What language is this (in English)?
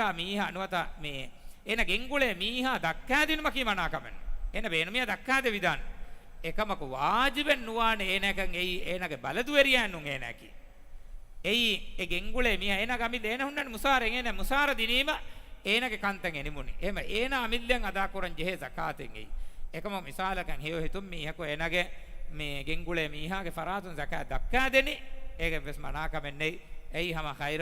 Divehi